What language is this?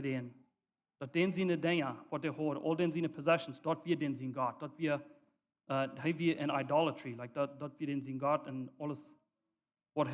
Plautdietsch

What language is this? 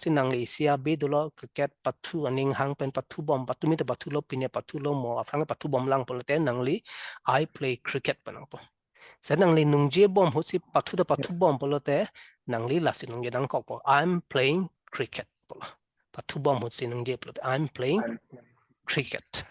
Karbi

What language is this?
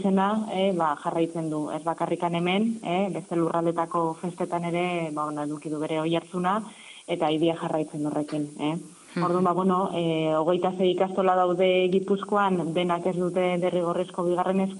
Basque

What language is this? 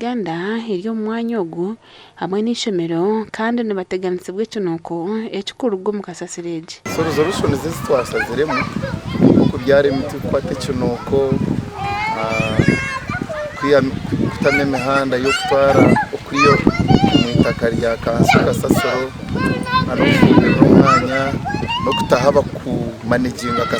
Nyankole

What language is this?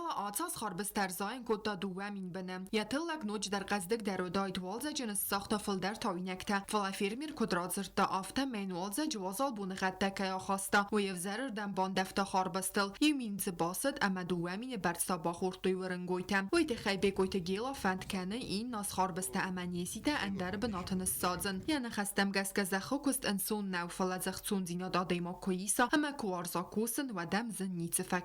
Ossetic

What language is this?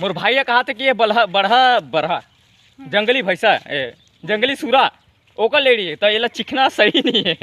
Chhattisgarhi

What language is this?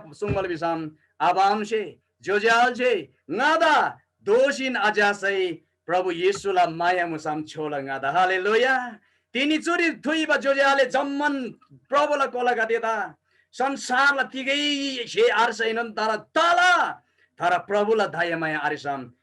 Eastern Tamang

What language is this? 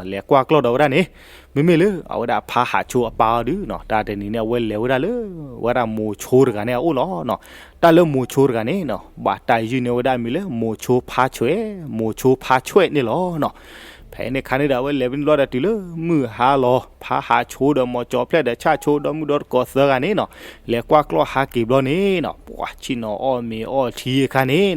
S'gaw Karen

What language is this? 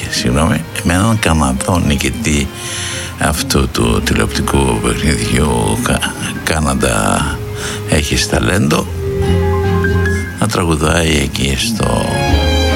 Greek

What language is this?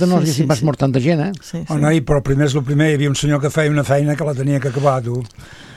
Catalan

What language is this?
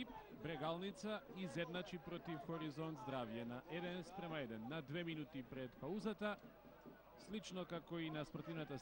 Macedonian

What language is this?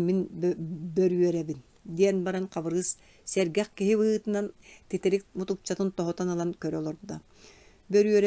Yakut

